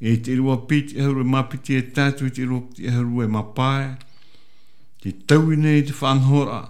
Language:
Tahitian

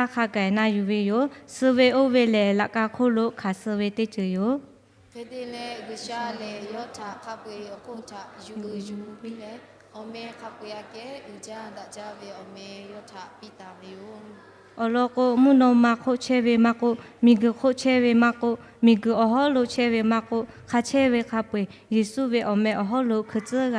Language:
Lahu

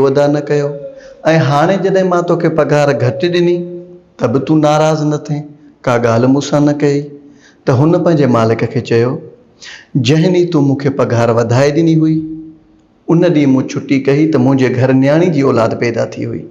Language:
Sindhi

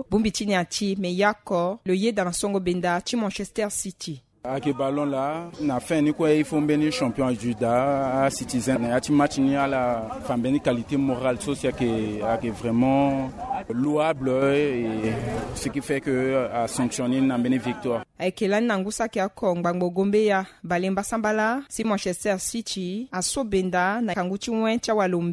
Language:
Sango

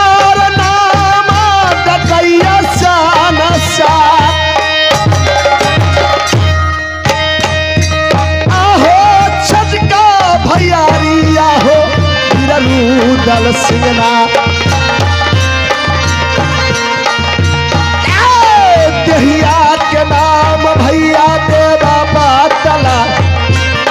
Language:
Bhojpuri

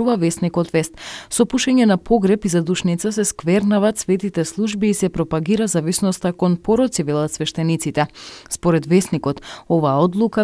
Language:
Macedonian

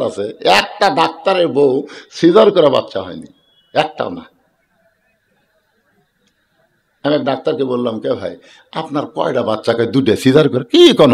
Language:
Bangla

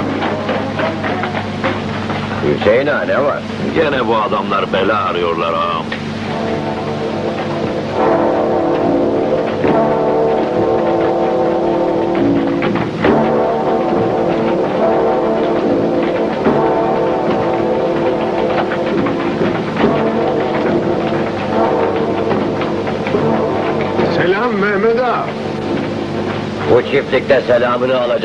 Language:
Turkish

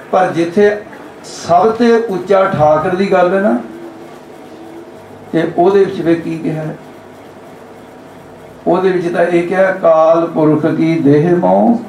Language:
Punjabi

